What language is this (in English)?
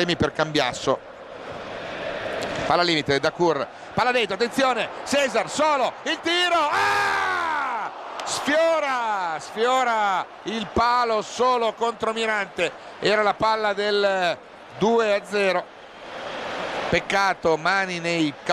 Italian